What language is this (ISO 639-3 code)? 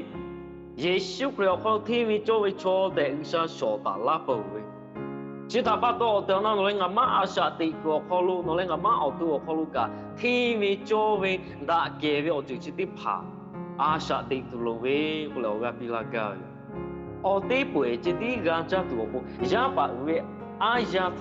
lhu